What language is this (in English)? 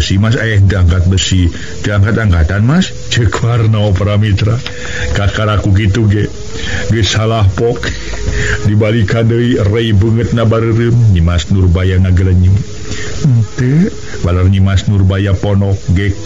Sundanese